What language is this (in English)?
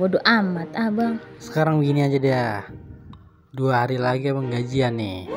Betawi